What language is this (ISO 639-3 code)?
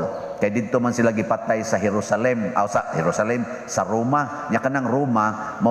ceb